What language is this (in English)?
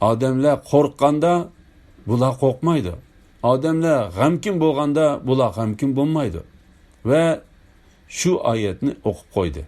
Uyghur